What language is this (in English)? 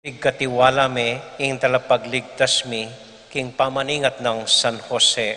Pampanga